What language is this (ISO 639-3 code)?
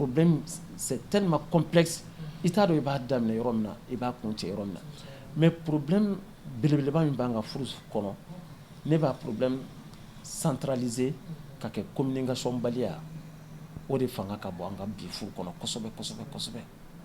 bam